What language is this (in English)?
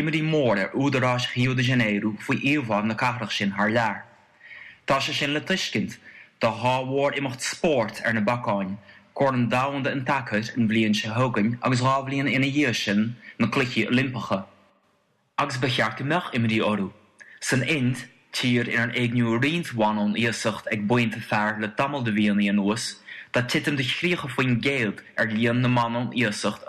Irish